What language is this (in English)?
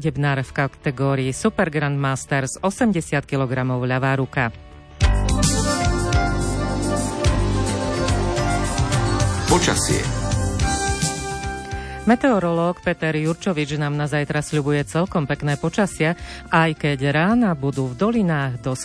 Slovak